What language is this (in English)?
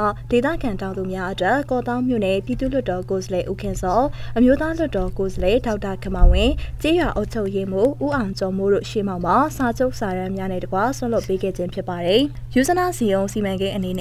Burmese